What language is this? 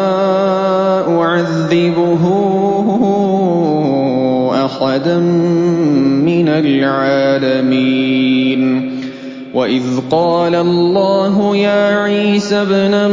Arabic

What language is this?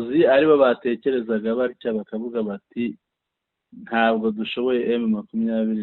Kinyarwanda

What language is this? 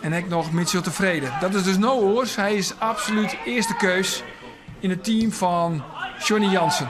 Western Frisian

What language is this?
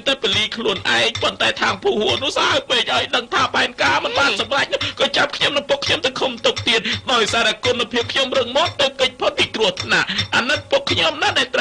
Khmer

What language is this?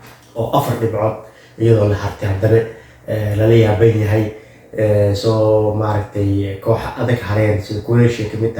Somali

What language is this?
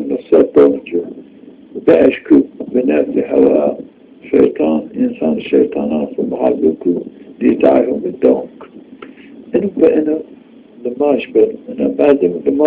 Zaza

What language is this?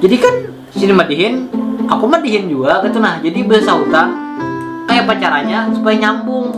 Banjar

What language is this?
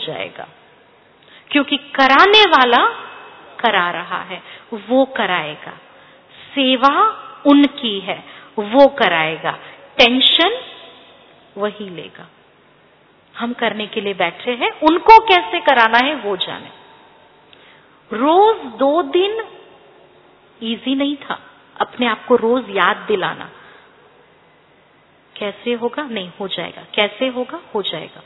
Hindi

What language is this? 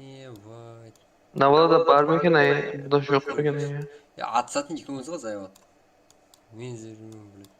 Kara-Kalpak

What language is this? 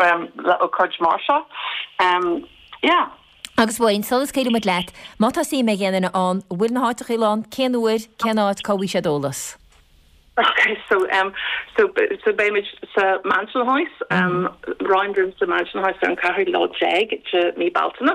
Irish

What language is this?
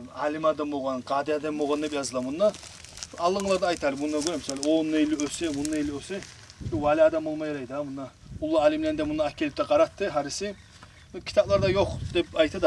Kumyk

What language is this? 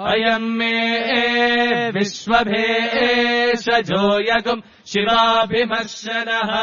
Sanskrit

